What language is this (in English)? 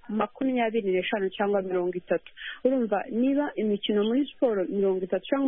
Kinyarwanda